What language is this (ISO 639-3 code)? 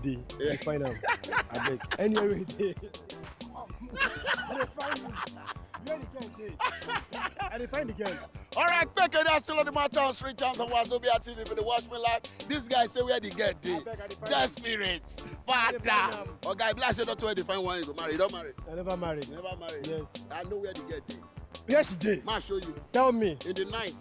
pcm